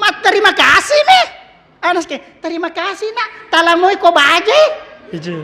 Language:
Buginese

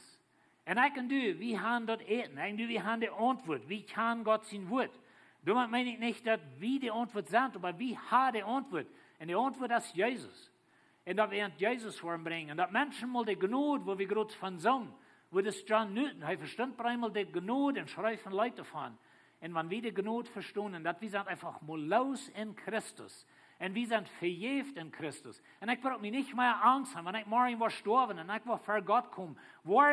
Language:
Plautdietsch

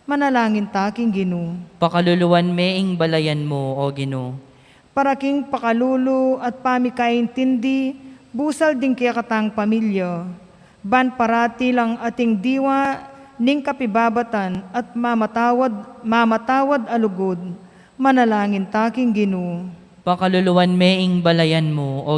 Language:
Pampanga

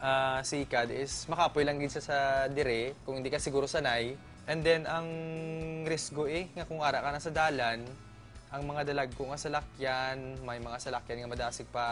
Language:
Hiligaynon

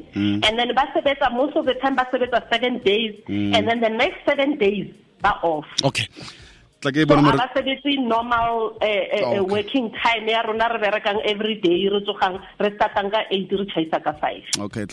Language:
Southern Sotho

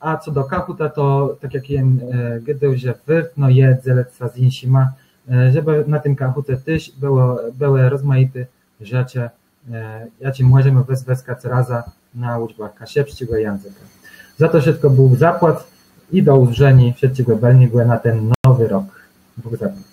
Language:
Kashubian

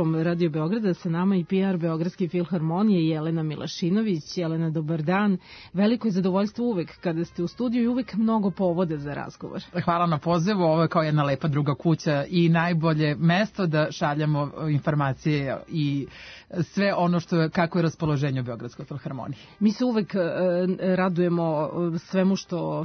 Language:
Serbian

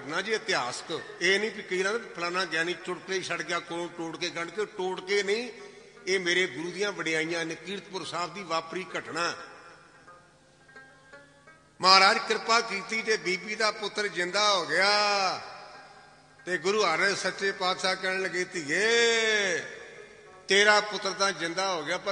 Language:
Punjabi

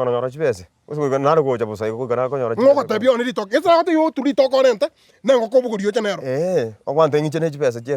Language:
Gusii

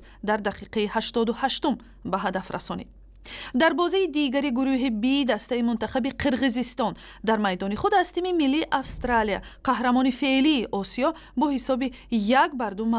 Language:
Tajik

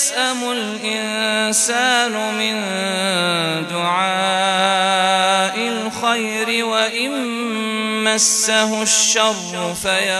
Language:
Arabic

